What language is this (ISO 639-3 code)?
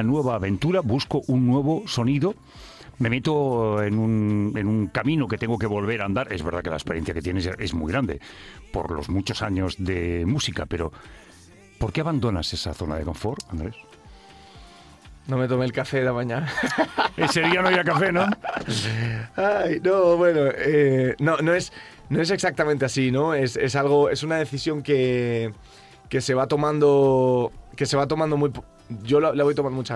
spa